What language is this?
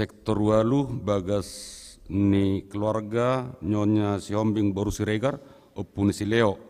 Batak Toba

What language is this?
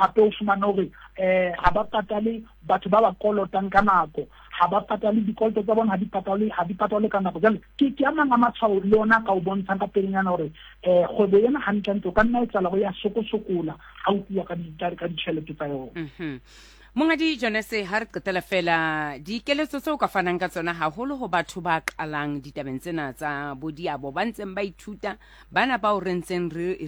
Southern Sotho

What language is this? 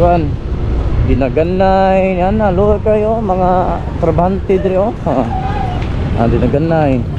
Cebuano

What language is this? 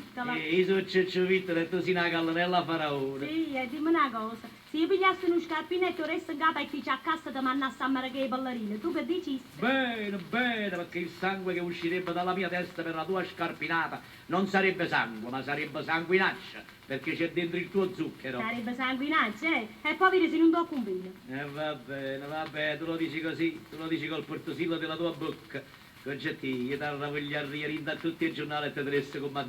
Neapolitan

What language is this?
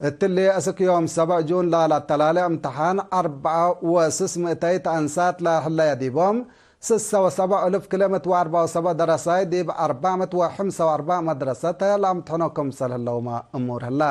Tigre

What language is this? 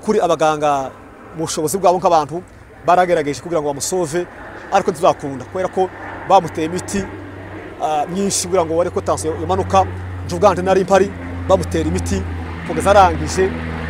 Kinyarwanda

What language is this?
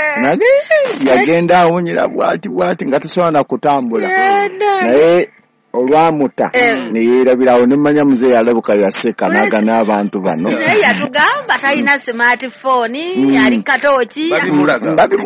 Ganda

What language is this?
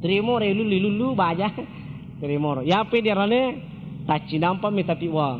Buginese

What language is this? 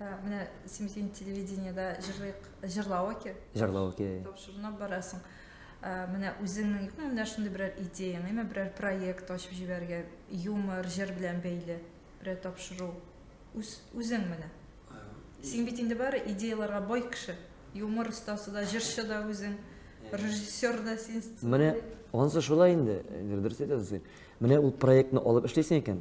Tatar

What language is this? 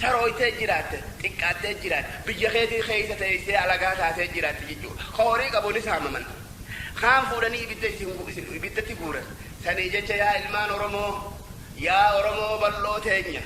Oromo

